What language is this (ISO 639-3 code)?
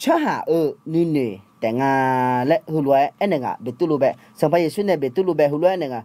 ahk